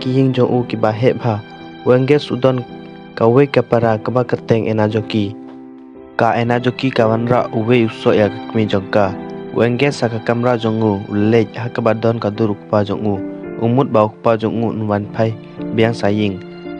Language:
Khasi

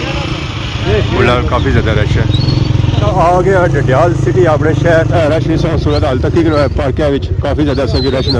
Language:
Pahari-Potwari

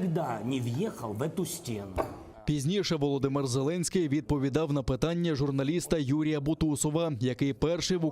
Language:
Crimean Tatar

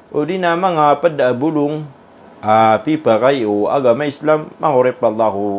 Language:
Maranao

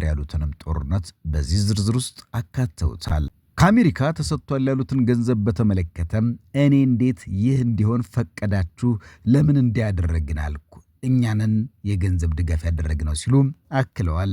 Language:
Amharic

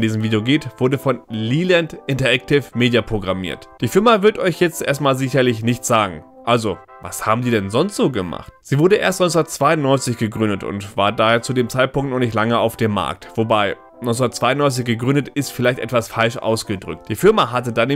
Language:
German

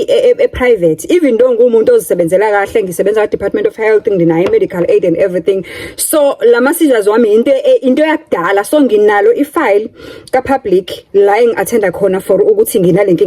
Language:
Zulu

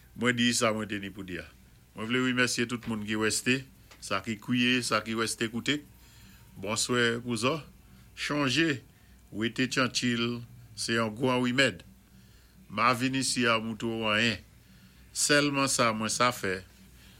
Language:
Saint Lucian Creole French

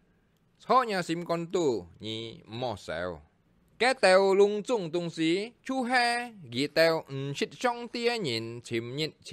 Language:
Hakka Chinese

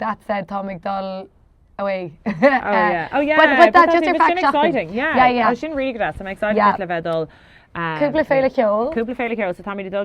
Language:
Irish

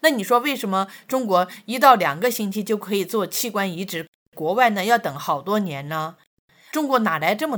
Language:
Chinese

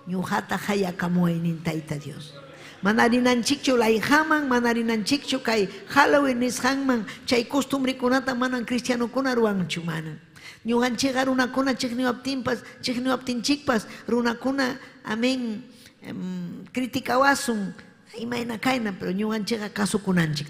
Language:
Ayacucho Quechua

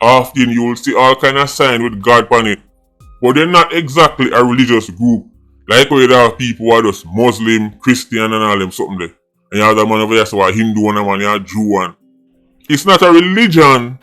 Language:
Jamaican Creole English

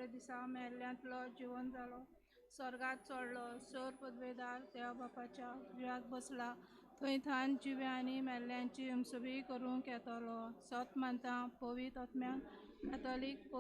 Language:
Konkani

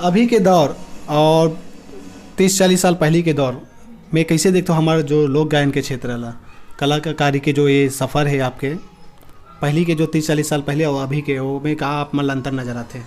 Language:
Chhattisgarhi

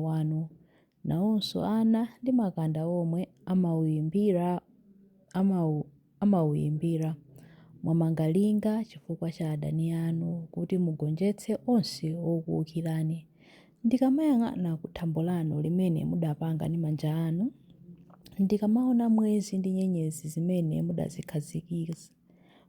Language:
Nyanja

